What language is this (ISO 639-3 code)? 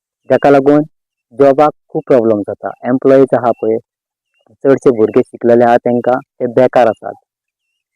kok